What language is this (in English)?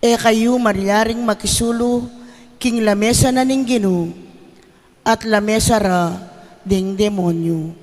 Pampanga